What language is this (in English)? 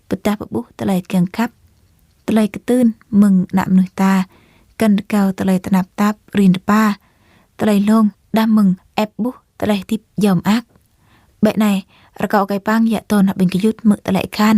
Jarai